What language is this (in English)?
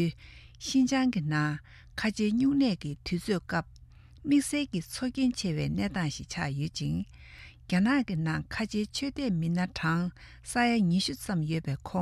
Tibetan